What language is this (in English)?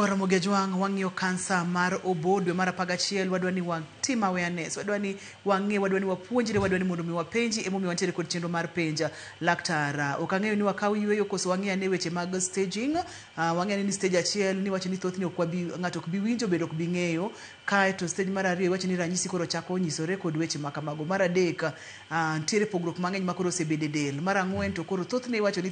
Luo (Kenya and Tanzania)